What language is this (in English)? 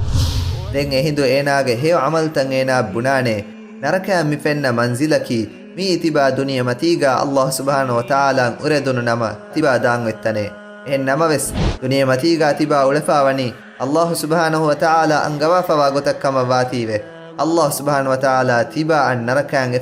Divehi